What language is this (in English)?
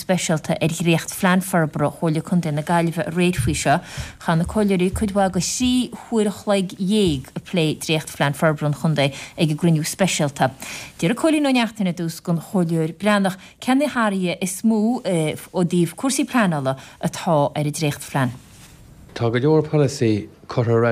Irish